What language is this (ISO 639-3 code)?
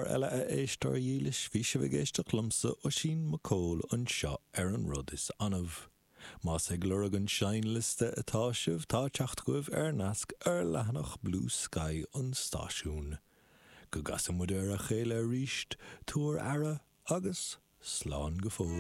gle